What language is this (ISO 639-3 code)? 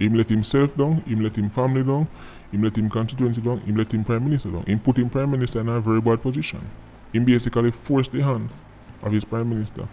jam